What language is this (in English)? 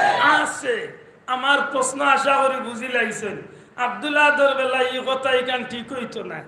Sylheti